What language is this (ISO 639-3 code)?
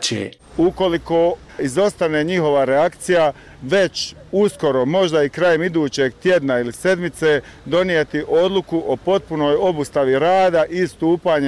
bos